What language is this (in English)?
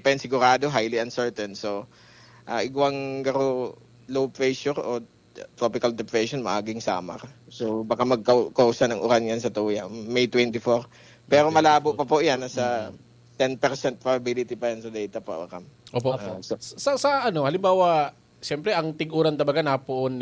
Bikol